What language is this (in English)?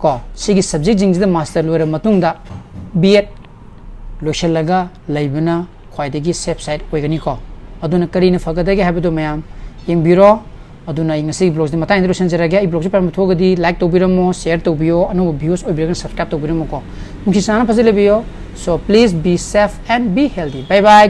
Manipuri